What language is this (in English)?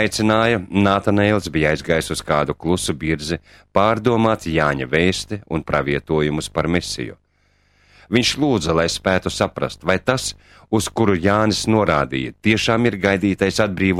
Latvian